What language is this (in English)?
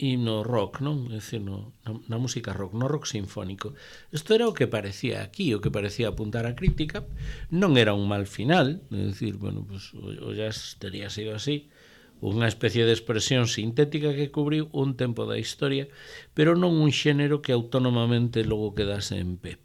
Galician